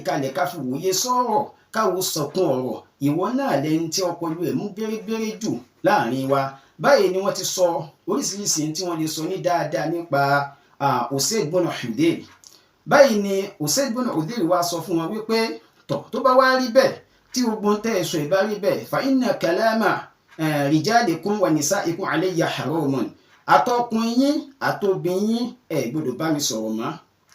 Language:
Yoruba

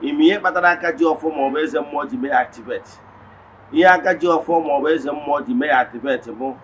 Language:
Igbo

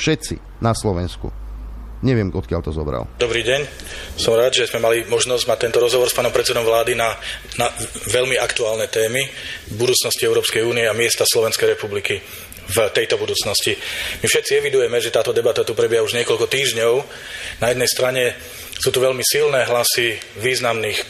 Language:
Slovak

